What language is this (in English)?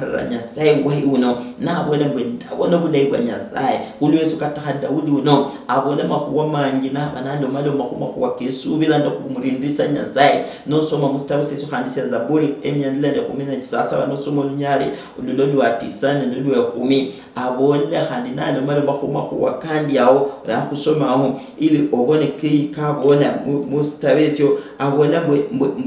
Luyia